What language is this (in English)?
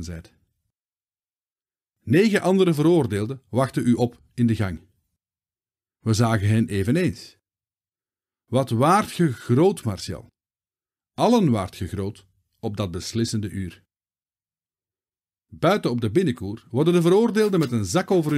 Dutch